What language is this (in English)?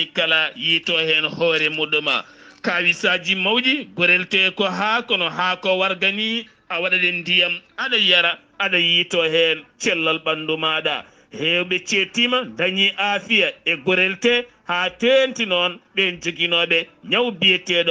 Fula